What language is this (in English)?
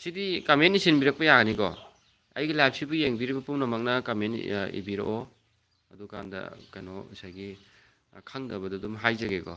Manipuri